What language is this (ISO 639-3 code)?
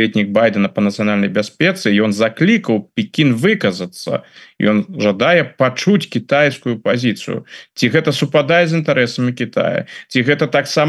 bel